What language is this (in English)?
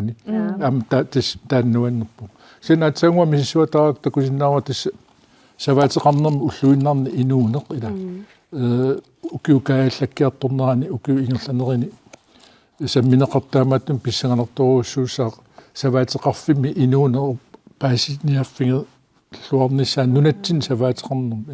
Kalaallisut